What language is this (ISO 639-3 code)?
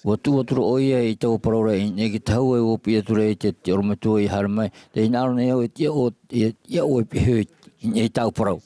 tah